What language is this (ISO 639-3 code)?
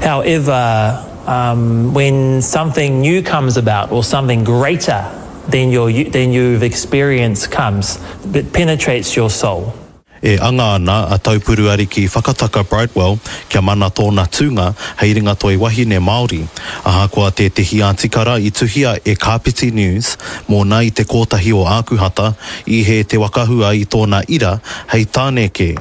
mri